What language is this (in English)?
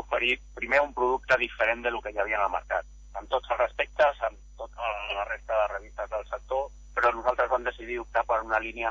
Catalan